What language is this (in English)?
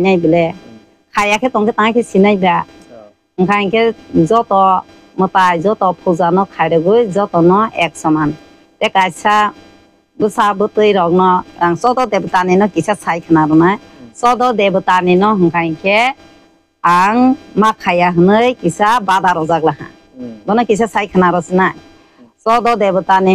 Kok Borok